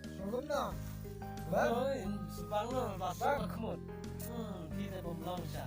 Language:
Khasi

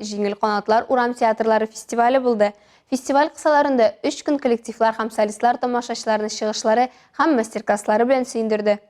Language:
Tatar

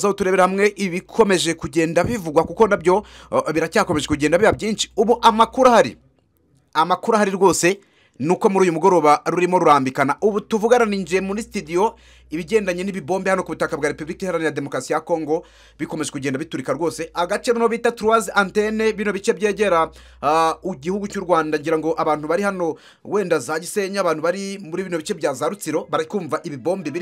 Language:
Kinyarwanda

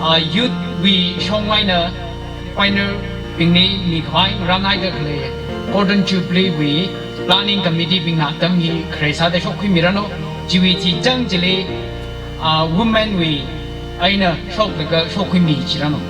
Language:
Tangkhul Naga (India)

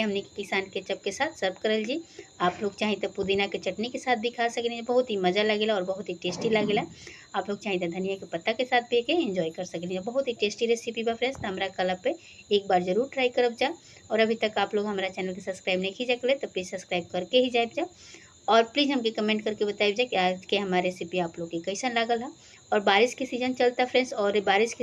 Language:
Bhojpuri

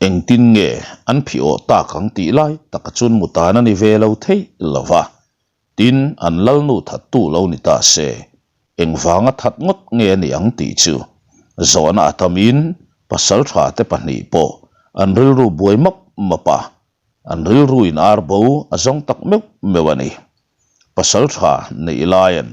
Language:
Mizo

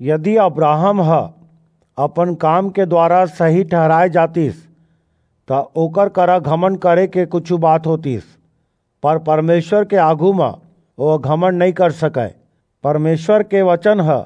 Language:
Chhattisgarhi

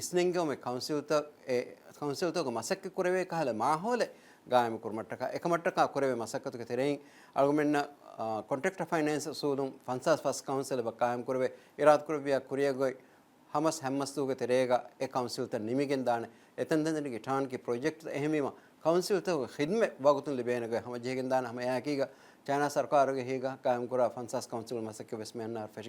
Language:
Divehi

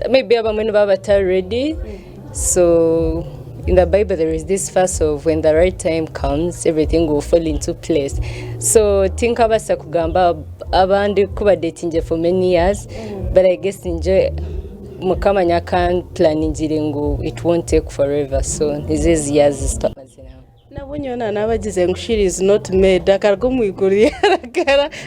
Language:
Nyankole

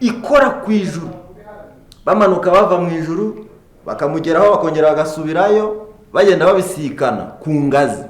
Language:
Kinyarwanda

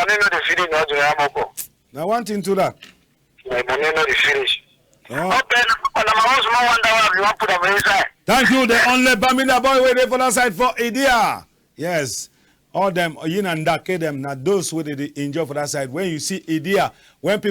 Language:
Cameroon Pidgin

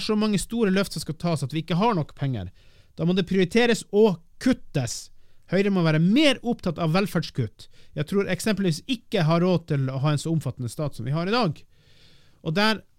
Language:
Norwegian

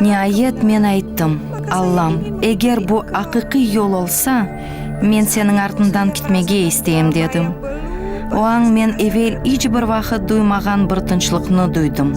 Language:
Crimean Tatar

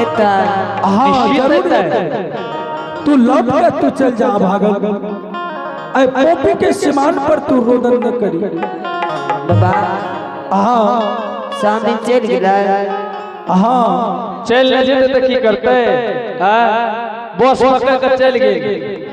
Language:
Angika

